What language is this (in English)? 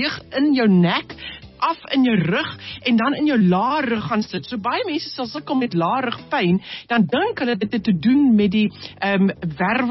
Afrikaans